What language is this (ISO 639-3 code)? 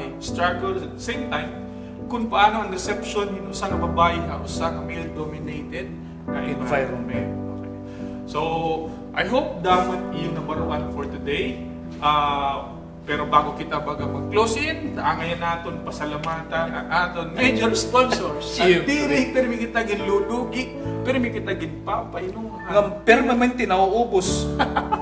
war